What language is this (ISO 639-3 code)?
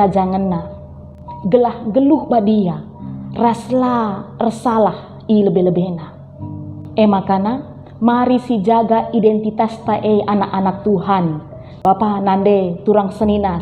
btx